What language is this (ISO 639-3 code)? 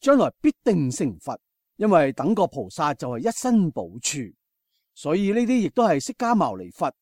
yue